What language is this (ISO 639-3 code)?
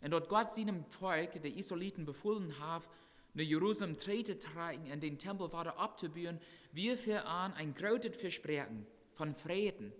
pdt